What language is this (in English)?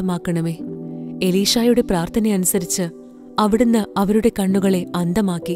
Malayalam